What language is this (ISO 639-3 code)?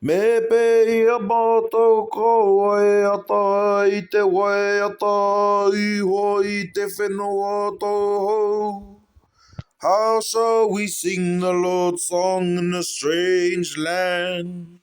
mri